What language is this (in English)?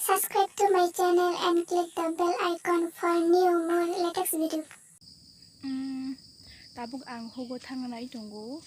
Kok Borok